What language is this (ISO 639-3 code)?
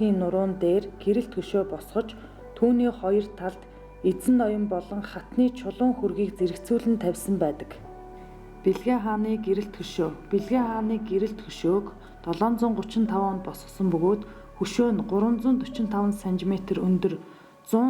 mon